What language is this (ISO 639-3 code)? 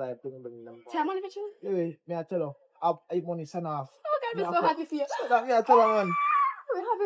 jam